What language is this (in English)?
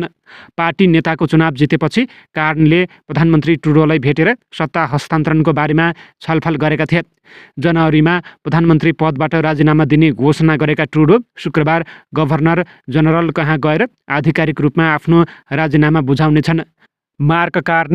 Nepali